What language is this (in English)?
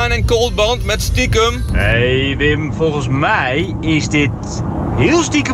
Dutch